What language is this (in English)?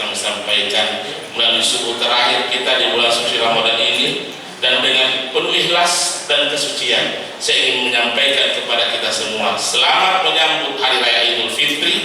Buginese